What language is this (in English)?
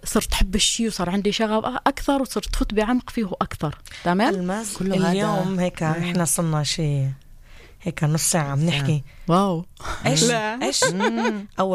North Levantine Arabic